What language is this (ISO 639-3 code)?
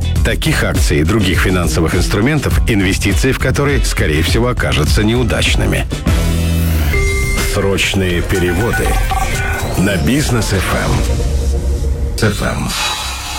rus